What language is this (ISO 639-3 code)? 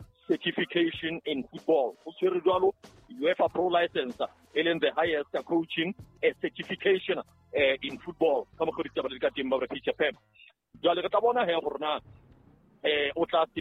sot